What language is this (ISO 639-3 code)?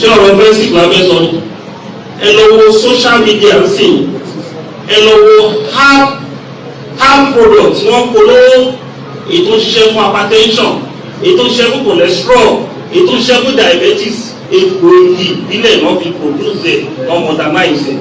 yor